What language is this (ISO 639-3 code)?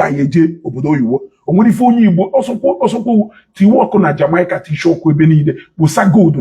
ibo